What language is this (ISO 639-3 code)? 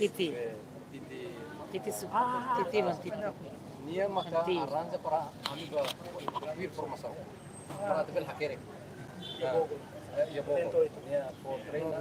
tet